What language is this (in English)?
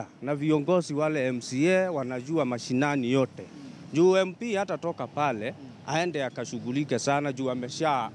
Swahili